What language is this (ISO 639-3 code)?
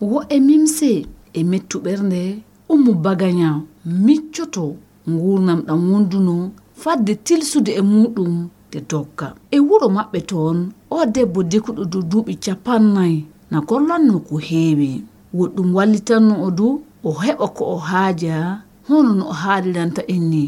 ful